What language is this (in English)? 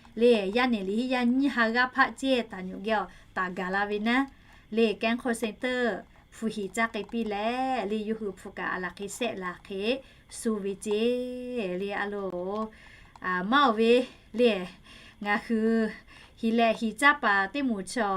Lahu